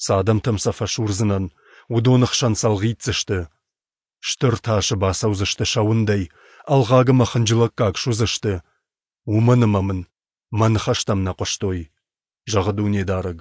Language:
Ossetic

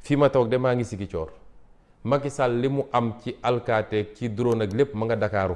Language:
Wolof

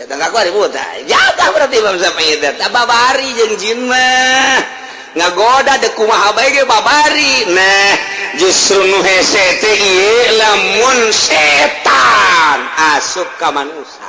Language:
Sundanese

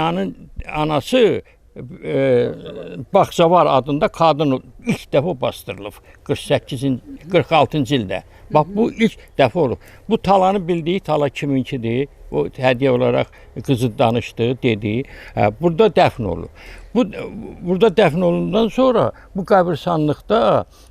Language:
Azerbaijani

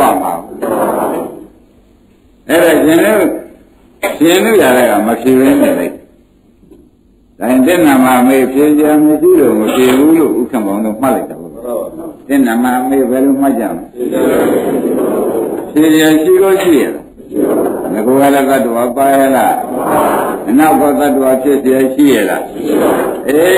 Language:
Burmese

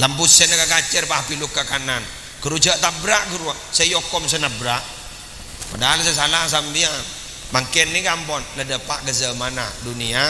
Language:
Madurese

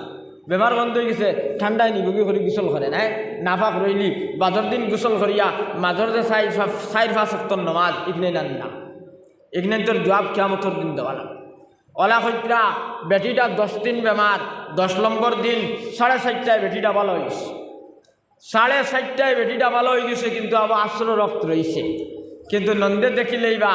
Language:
Sylheti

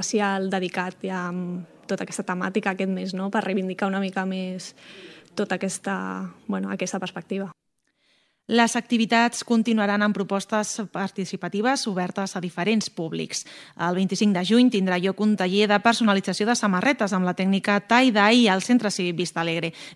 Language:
Catalan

